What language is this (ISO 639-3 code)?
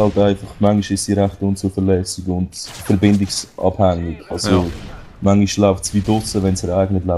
gsw